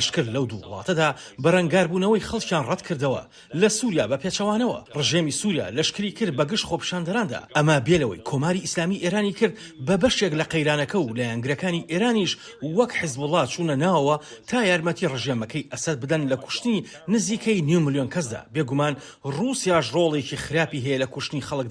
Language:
Central Kurdish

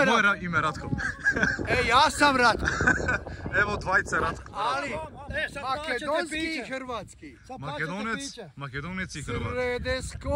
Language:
Croatian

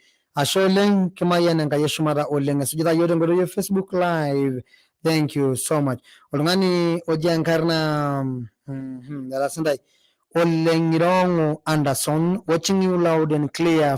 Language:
Masai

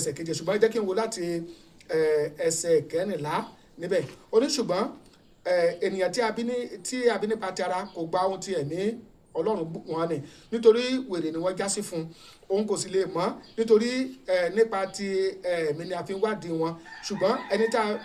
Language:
Yoruba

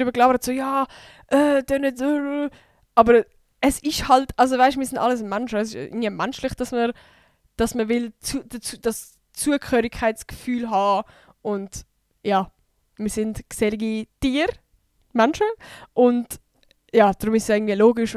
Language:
Swiss German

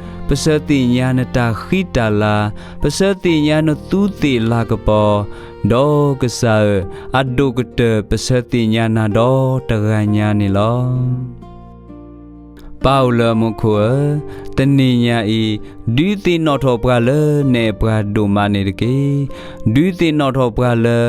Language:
S'gaw Karen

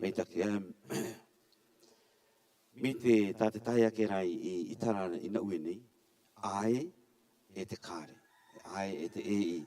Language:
Rarotongan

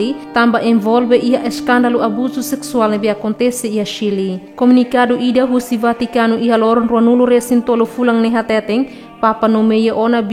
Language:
Tetum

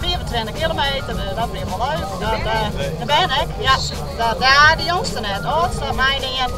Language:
Western Frisian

